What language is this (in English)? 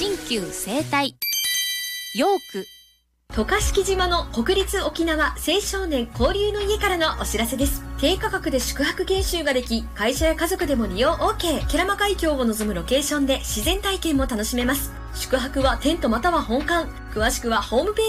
Japanese